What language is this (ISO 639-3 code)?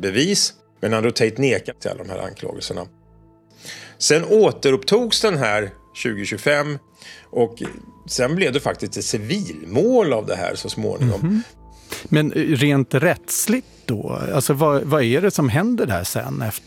swe